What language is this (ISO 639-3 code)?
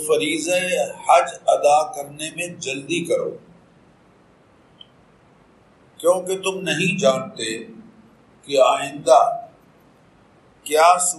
urd